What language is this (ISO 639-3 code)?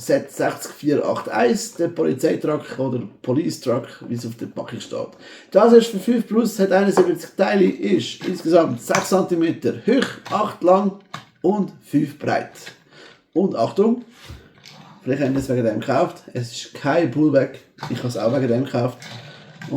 gsw